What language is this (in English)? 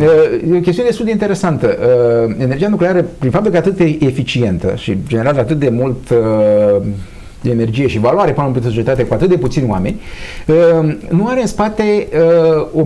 Romanian